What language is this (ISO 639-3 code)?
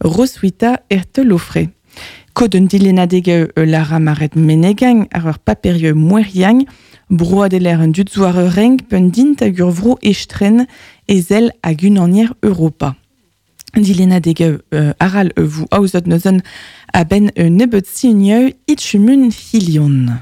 bre